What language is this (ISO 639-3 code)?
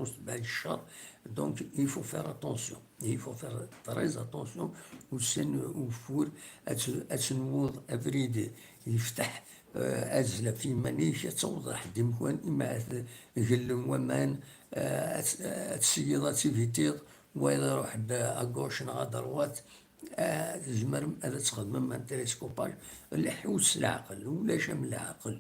kab